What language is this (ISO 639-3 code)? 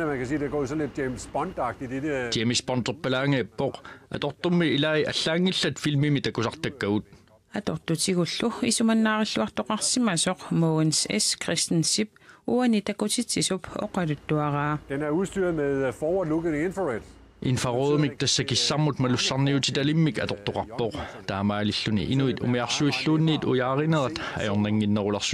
kal